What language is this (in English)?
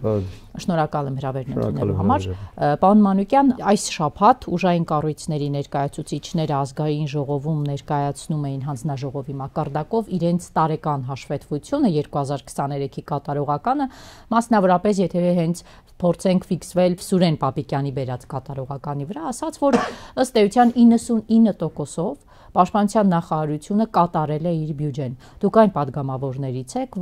Armenian